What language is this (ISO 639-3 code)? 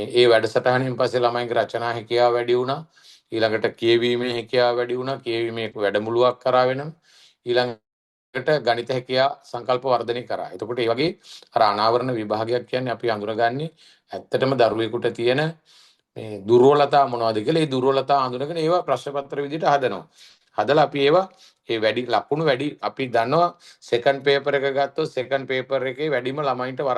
sin